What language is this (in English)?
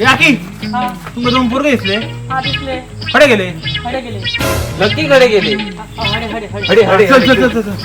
Konkani